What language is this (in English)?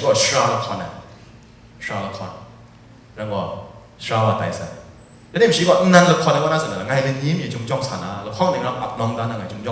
Kachin